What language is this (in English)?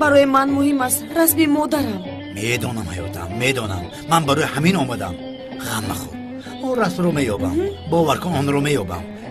Tajik